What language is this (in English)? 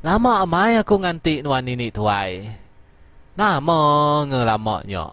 Iban